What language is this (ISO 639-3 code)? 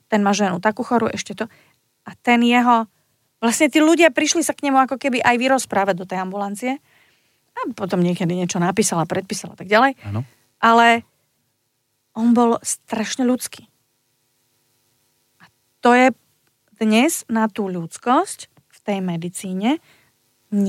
slk